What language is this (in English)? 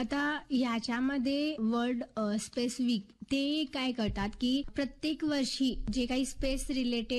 Marathi